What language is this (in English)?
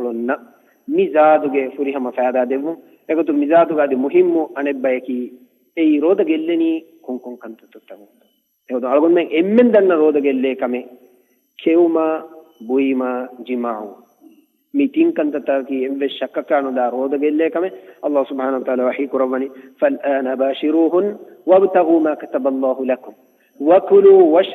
Divehi